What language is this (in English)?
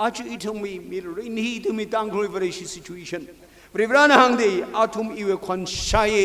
Tangkhul Naga (India)